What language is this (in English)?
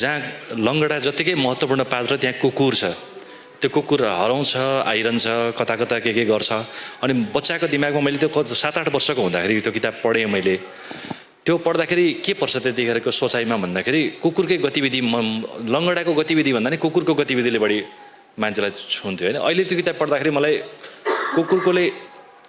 Nepali